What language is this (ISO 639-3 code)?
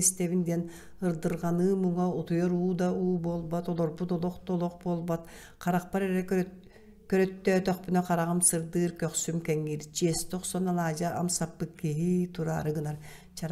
sah